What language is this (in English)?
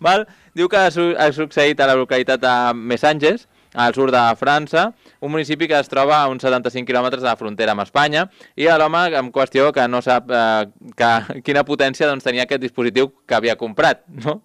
Catalan